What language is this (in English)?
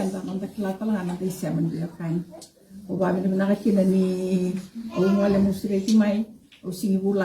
Fijian